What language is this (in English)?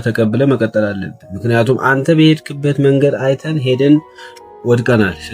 Amharic